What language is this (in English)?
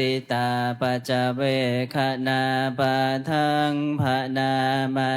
Pali